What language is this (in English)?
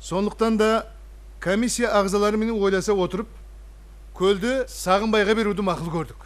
Kara-Kalpak